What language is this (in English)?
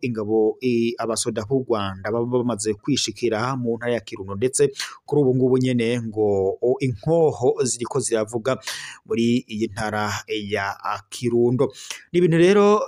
Rundi